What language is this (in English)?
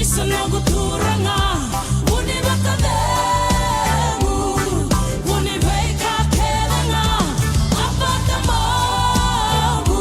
Fijian